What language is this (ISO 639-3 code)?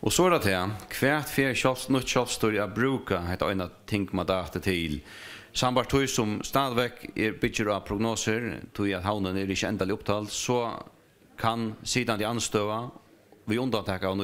fao